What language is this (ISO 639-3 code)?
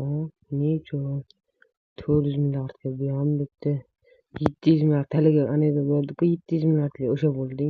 uzb